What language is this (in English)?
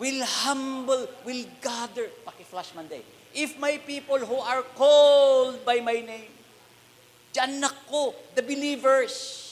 Iloko